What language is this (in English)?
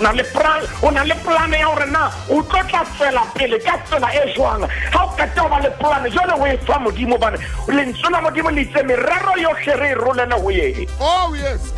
Southern Sotho